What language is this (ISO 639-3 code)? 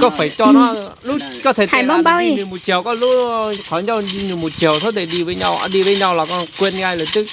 hmn